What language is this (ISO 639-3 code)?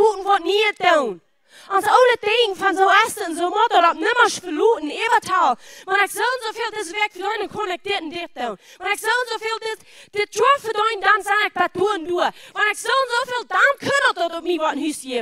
pdt